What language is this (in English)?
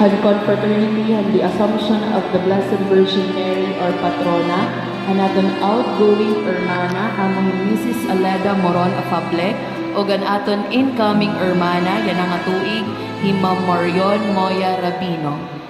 Waray